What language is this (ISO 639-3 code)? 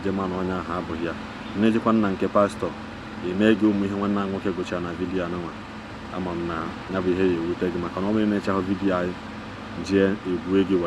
ibo